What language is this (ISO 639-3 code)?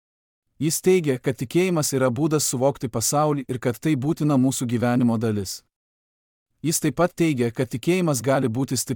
lit